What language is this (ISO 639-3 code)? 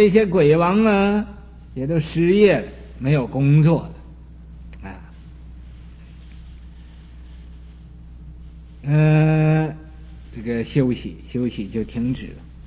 zho